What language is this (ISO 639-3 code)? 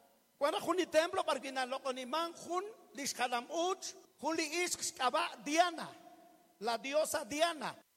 kek